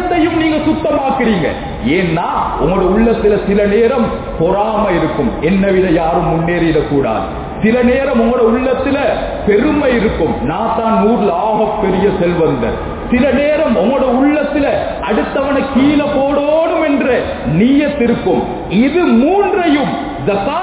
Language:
Tamil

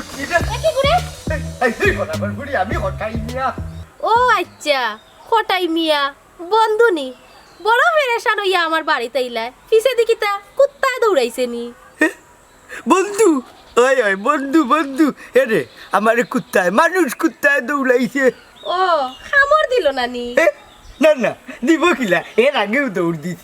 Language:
Sylheti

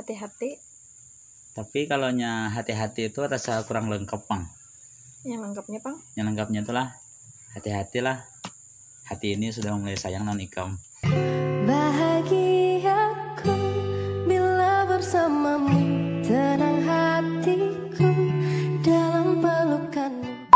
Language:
Banjar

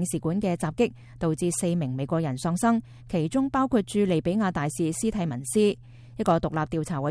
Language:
Cantonese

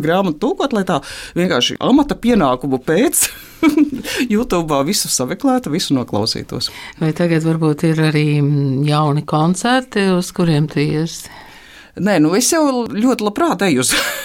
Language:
Latvian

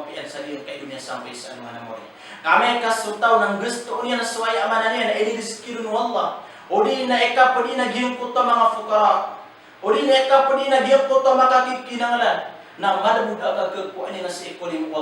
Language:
Maranao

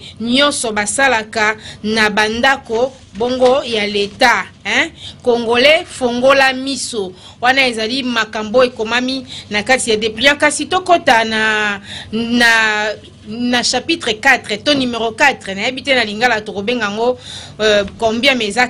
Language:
Lingala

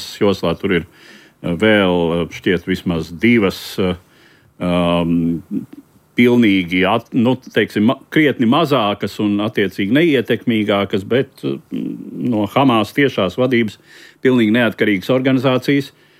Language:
Latvian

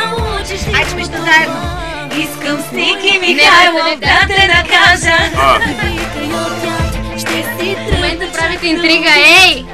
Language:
Bulgarian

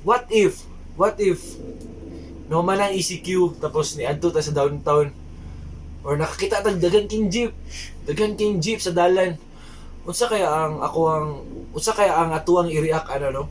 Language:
Cebuano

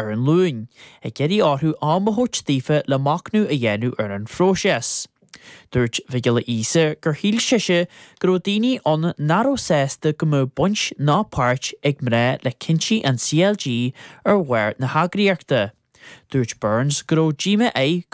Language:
Irish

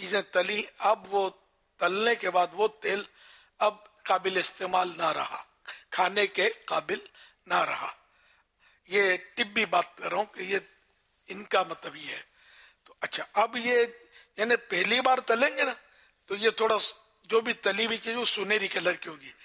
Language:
Urdu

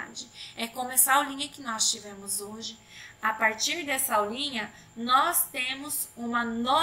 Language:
Portuguese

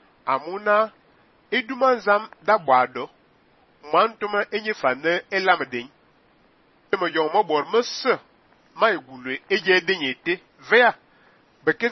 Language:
Fang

